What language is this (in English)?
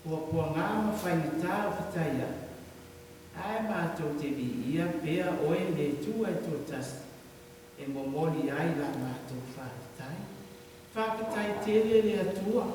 Samoan